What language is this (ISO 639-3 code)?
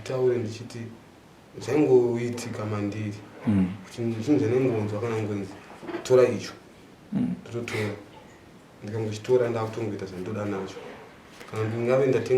sna